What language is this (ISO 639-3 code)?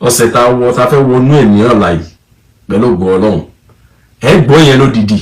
yor